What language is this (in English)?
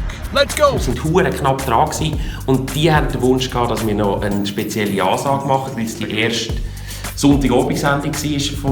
Swiss German